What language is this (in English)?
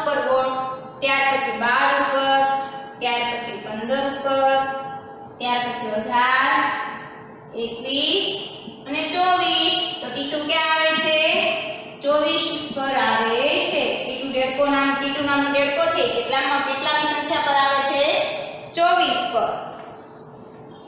Gujarati